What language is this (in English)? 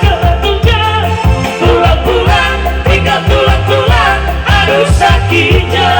Nias